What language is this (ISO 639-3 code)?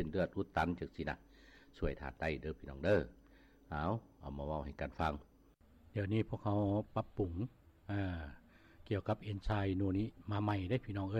lao